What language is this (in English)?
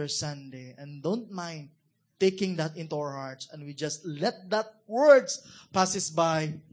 Cebuano